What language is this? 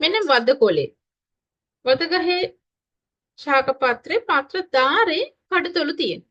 Sinhala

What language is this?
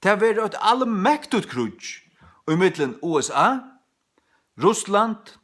Faroese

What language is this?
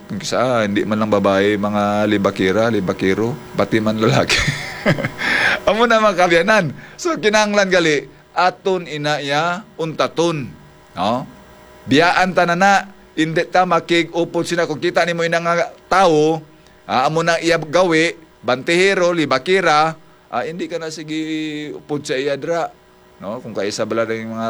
Hiligaynon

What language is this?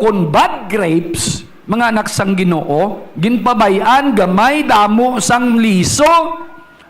Hiligaynon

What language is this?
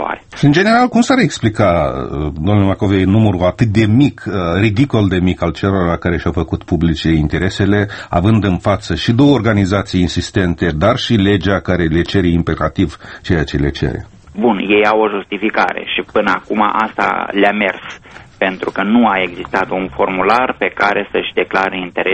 Romanian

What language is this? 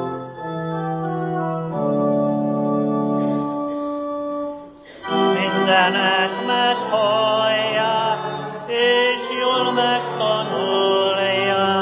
Hungarian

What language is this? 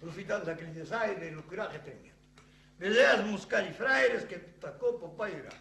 Occitan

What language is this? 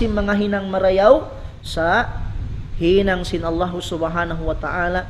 Tausug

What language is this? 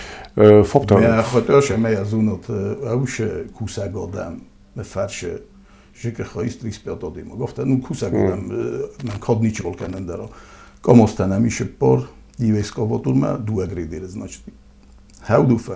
Ossetic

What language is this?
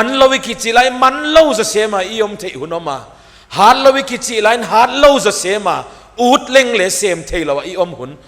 Paite Chin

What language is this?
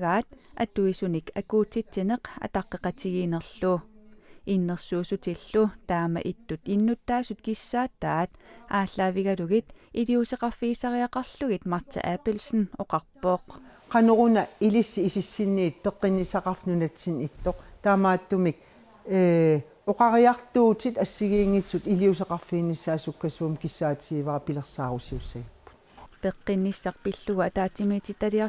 Kalaallisut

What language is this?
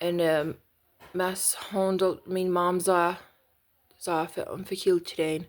Plautdietsch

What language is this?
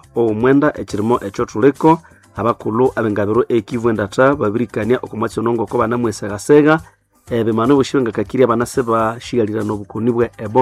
Nande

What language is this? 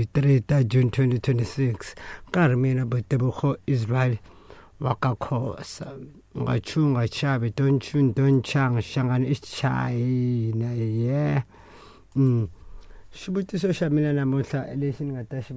Tsonga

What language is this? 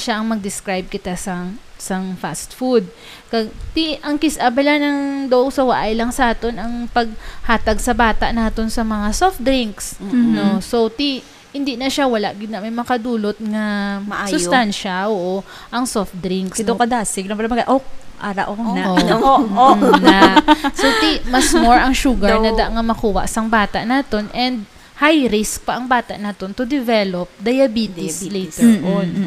Hiligaynon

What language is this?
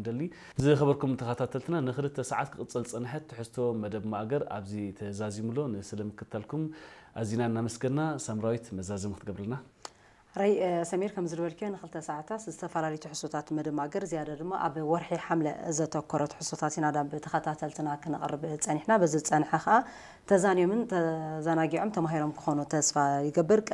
Tigrinya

